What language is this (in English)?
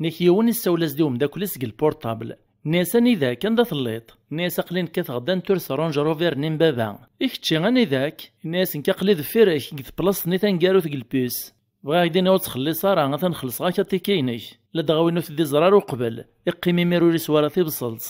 Kabyle